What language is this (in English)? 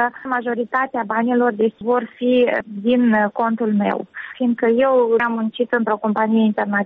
Romanian